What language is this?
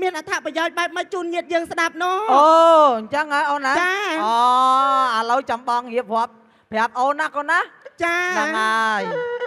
Khmer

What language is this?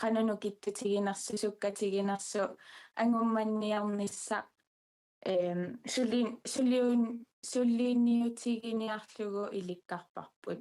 Kalaallisut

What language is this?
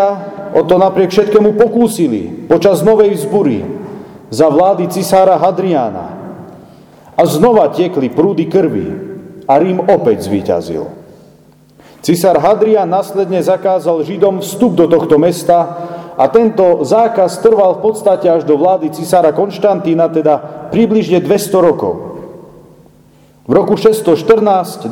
Slovak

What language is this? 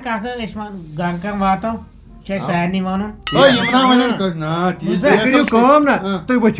Kashmiri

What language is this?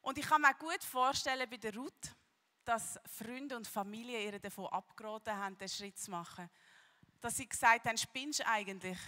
Swiss German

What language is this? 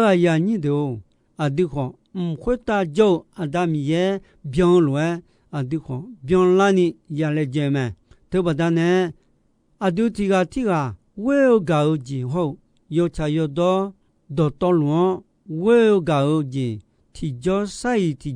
Akha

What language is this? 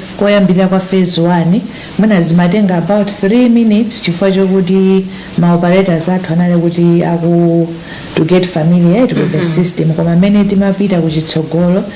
Nyanja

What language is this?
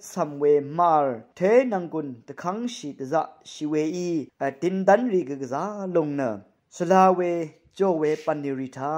Rawang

